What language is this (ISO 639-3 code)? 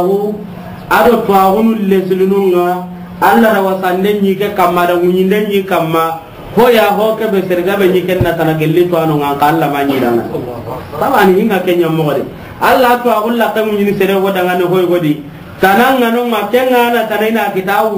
snk